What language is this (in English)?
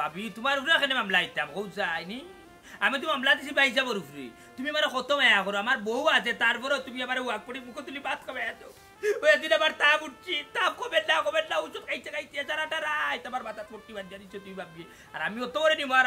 Sylheti